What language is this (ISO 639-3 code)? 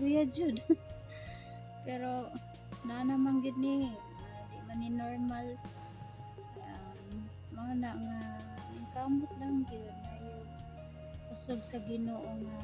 ceb